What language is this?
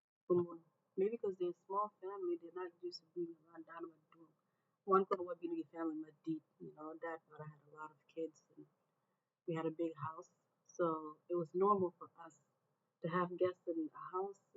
Acoli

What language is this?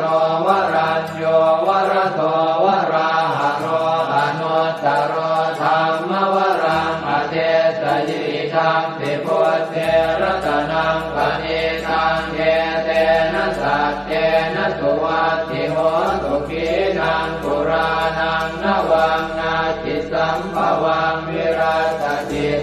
Pali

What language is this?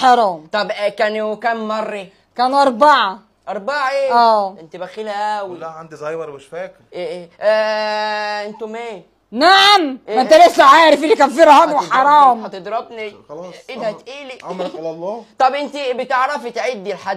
Egyptian Arabic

